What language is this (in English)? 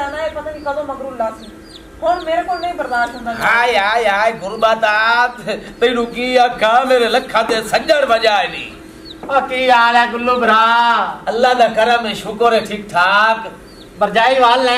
Punjabi